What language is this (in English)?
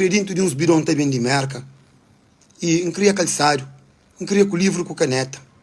Kabuverdianu